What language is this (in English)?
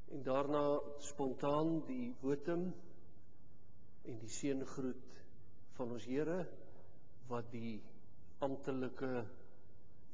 Afrikaans